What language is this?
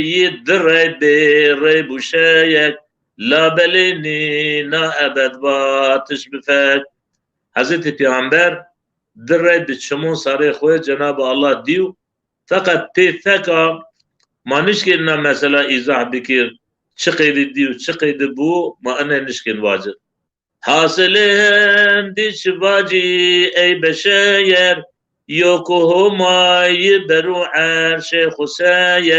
Zaza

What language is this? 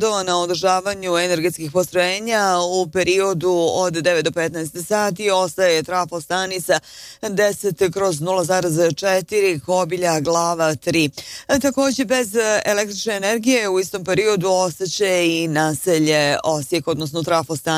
Bosnian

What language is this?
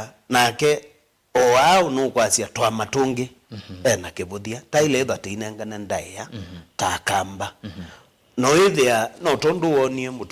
Kamba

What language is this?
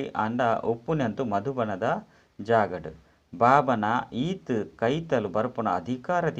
Tulu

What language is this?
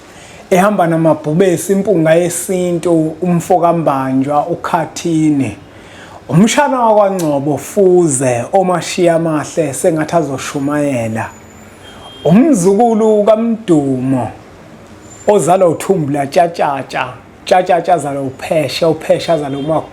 Zulu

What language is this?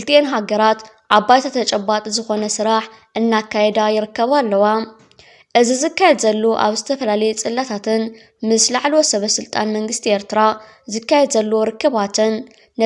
Tigrinya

